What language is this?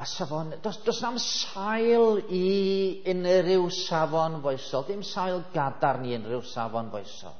Welsh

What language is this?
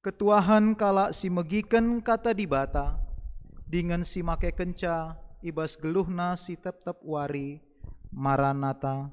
Batak Karo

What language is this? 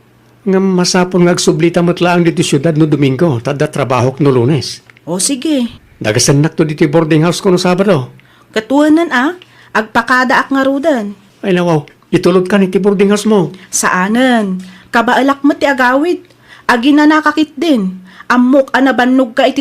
Iloko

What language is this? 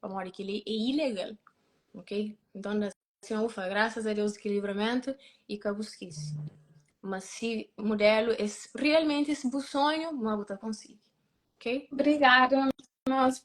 Kabuverdianu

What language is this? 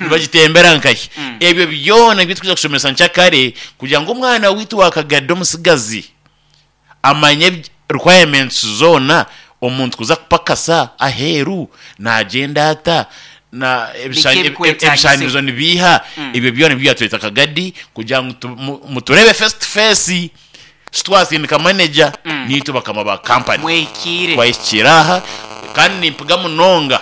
Nyankole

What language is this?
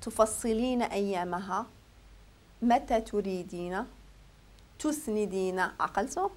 Moroccan Arabic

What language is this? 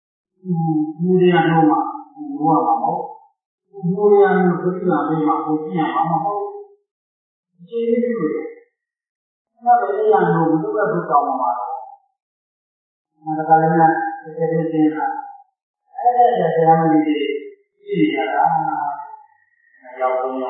Burmese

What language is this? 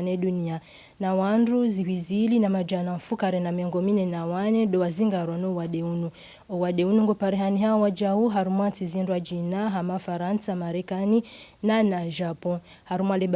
Ngazidja Comorian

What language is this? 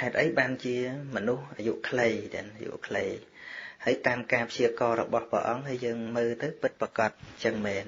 Khmer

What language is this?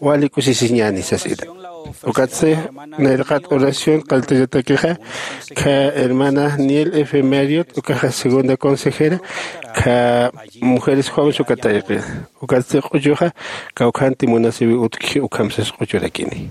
Aymara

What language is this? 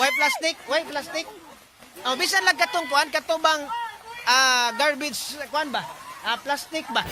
Cebuano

